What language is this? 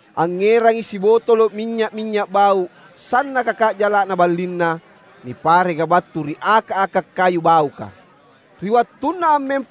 Makasar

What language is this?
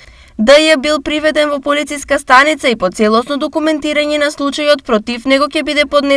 Macedonian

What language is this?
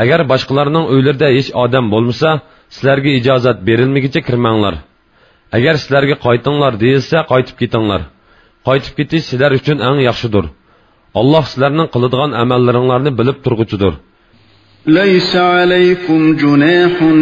Uyghur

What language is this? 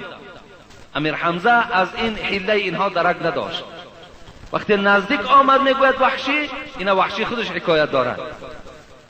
Persian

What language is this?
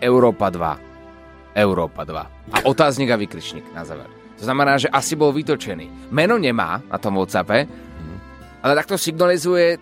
Slovak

